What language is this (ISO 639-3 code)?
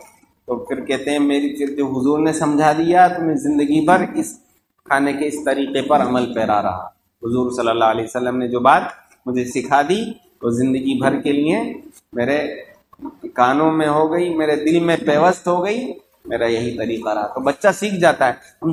urd